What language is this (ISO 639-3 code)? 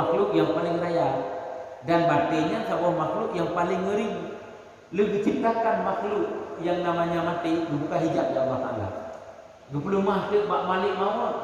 ace